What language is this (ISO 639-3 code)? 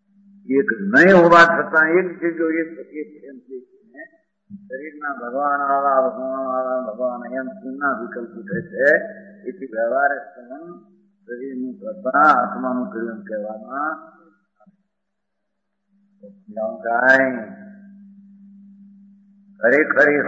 guj